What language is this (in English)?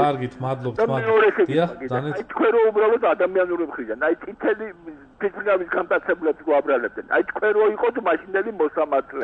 Georgian